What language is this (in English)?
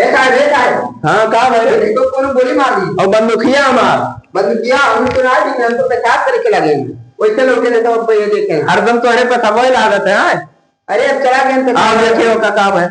Awadhi